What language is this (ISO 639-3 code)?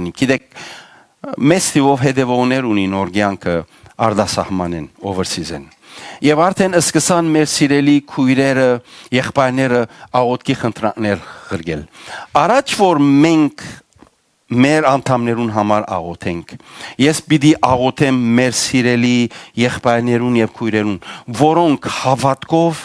hyw